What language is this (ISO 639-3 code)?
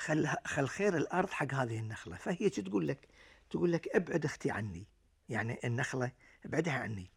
afb